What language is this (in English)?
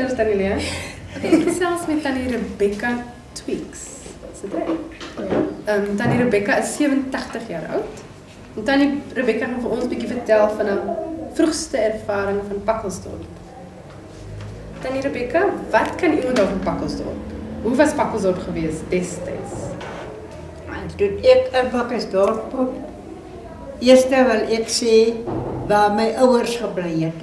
Afrikaans